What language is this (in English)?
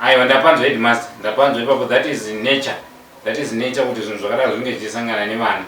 Shona